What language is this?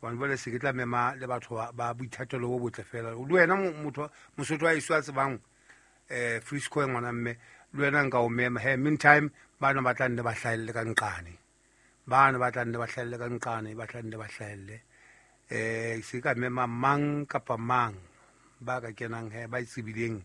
Southern Sotho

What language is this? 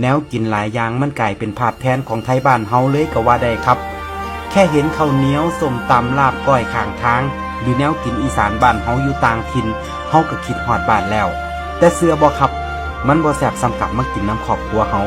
Northeastern Thai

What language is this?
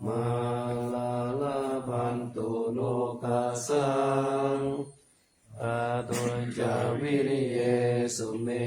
Pali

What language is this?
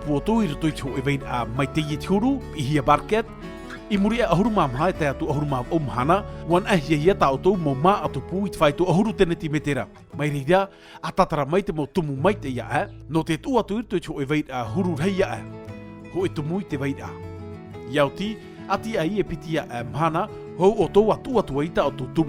Tahitian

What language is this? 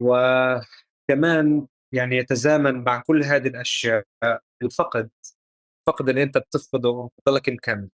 North Levantine Arabic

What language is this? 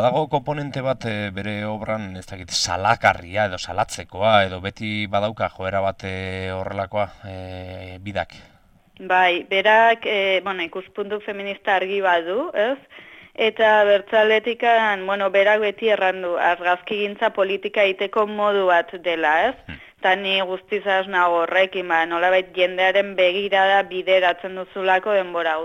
Basque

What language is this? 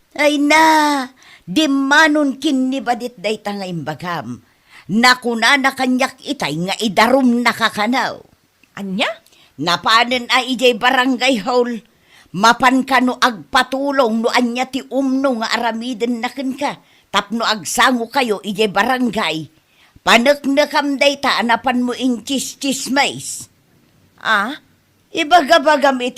Iloko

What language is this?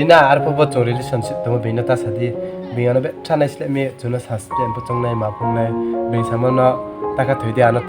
Riang (India)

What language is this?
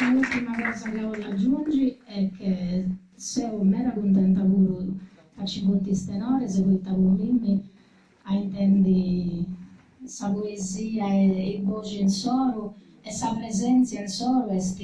Sardinian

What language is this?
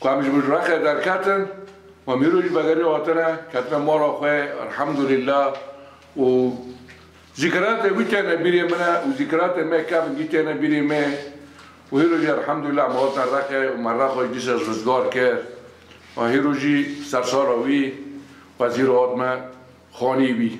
Kurdish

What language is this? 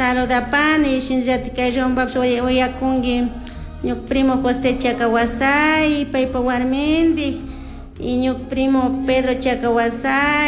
Chimborazo Highland Quichua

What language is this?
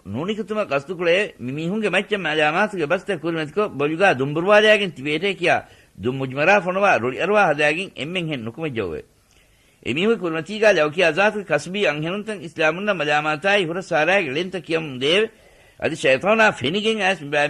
Divehi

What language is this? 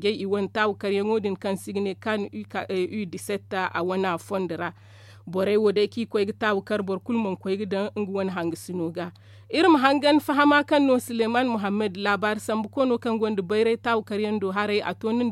Zarma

